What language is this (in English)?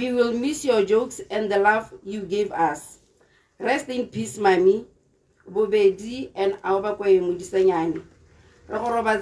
Tswana